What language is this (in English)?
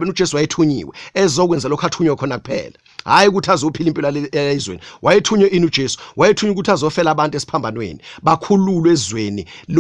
Zulu